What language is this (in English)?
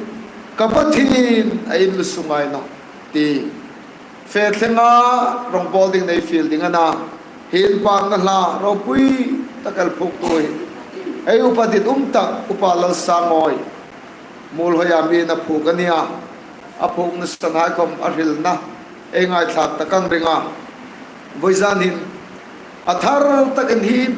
Hmar